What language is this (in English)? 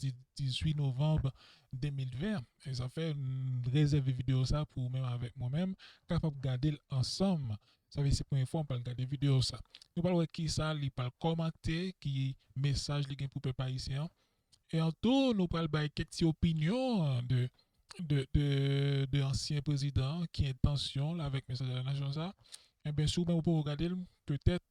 Haitian Creole